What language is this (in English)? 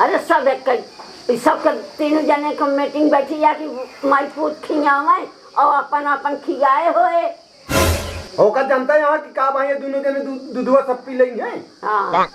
Awadhi